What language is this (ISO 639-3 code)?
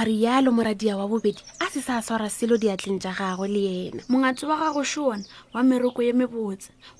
nso